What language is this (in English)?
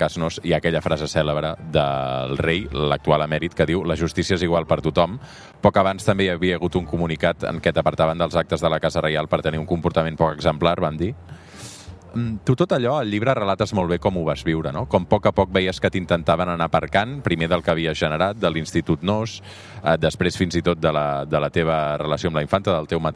Catalan